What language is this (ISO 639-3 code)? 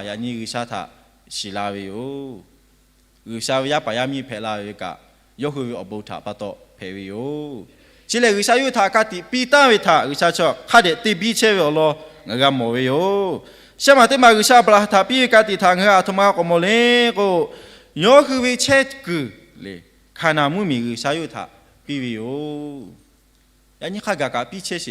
lhu